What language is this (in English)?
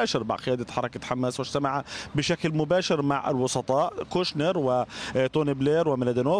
Arabic